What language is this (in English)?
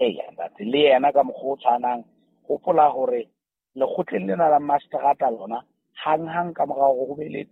Southern Sotho